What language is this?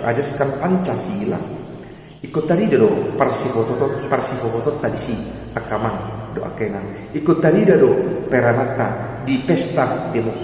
Batak Toba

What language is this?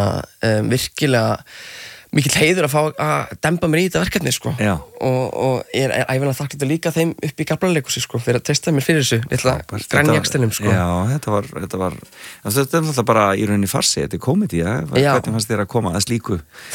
Icelandic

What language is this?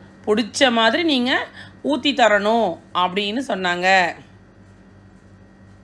Tamil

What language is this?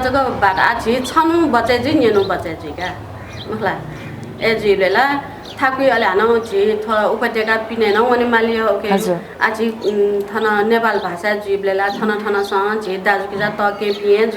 Newari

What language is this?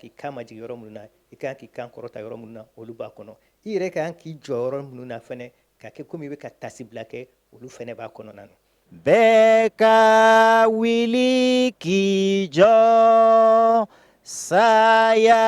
Bambara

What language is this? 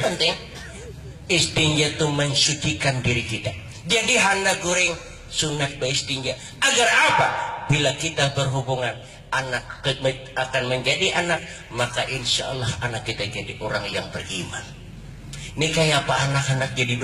Banjar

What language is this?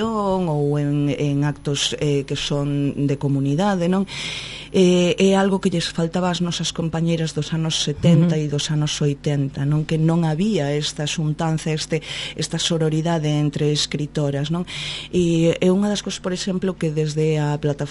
Galician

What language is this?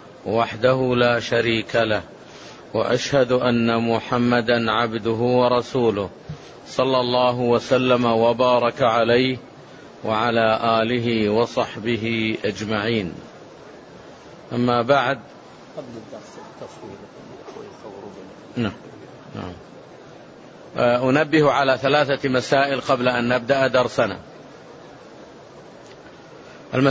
Arabic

